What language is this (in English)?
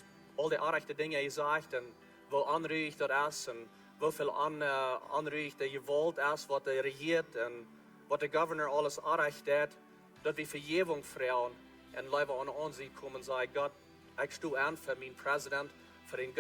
Plautdietsch